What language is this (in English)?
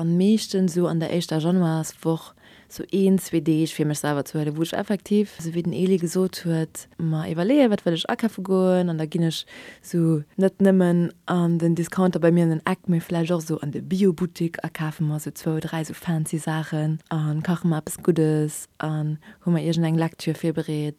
Luxembourgish